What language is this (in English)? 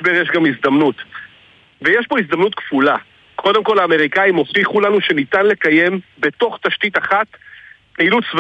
Hebrew